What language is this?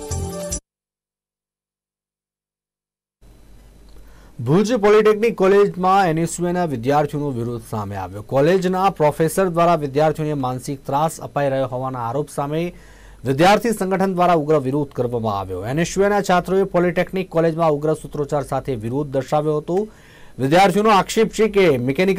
Gujarati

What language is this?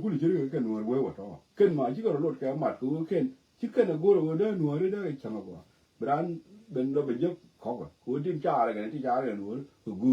Nuer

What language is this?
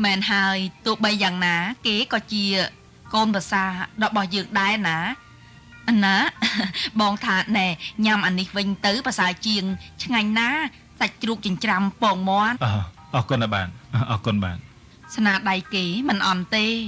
Khmer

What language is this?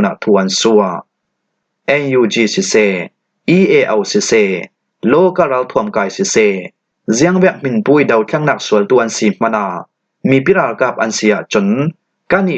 Falam Chin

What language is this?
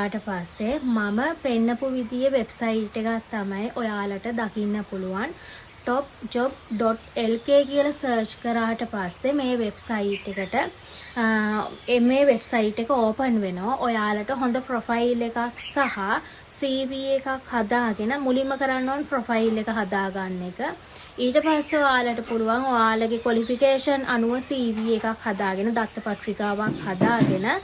Sinhala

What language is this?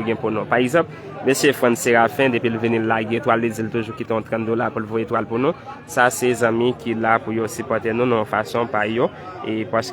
Haitian Creole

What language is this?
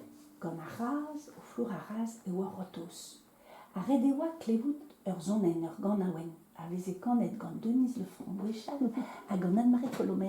Breton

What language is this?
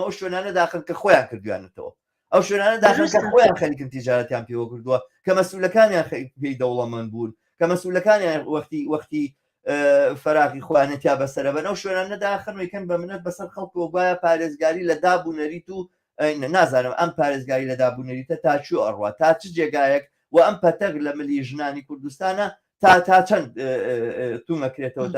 Central Kurdish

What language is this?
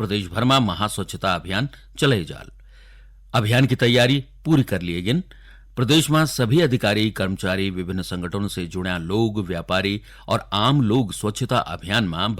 Garhwali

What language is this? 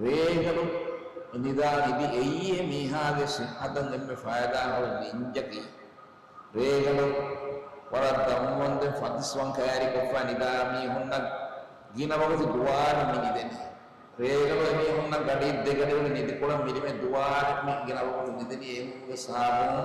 Divehi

